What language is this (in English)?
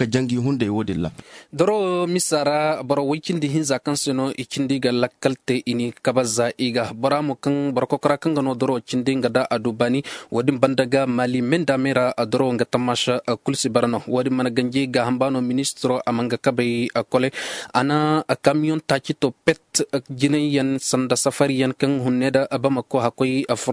Zarma